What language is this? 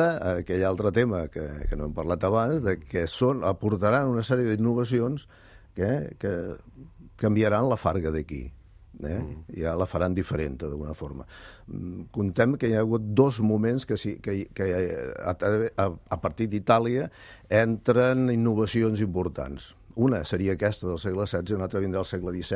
Catalan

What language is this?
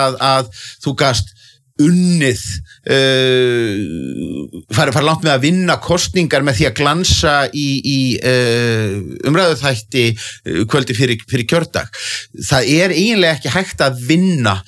Icelandic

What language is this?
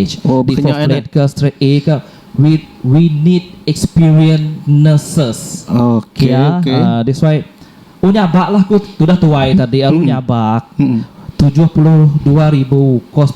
Iban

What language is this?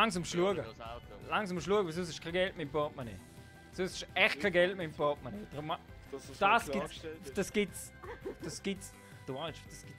Swiss German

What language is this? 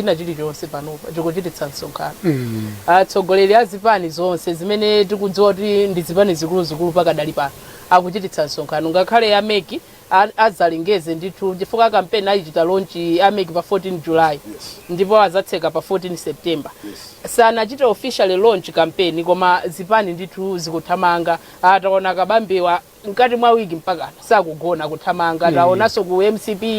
Nyanja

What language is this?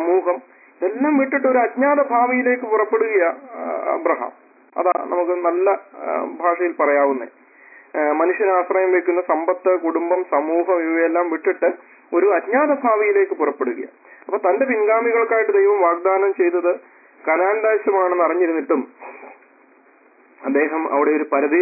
Malayalam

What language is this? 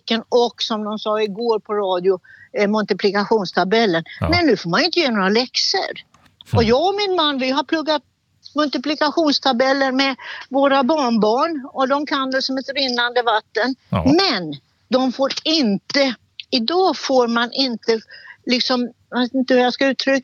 Swedish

